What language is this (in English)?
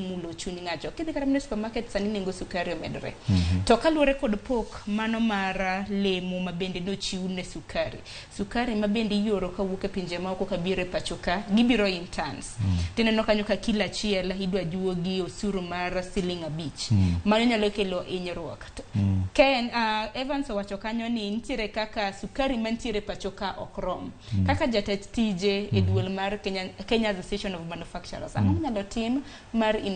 Luo (Kenya and Tanzania)